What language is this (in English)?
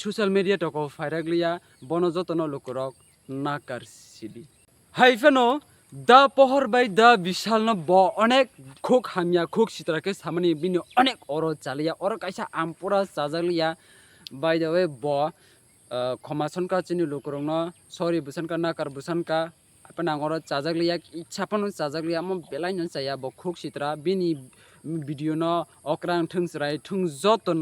Kok Borok